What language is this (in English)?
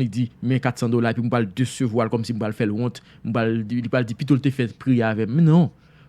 Haitian Creole